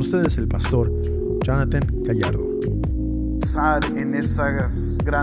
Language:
Spanish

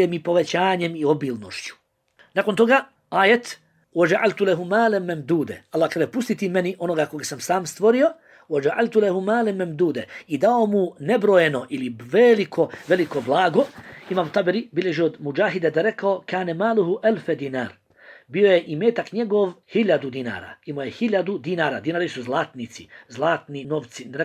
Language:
Bosnian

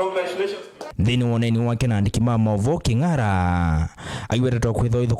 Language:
Kamba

